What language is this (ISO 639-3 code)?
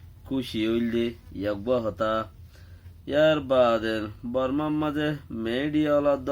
rhg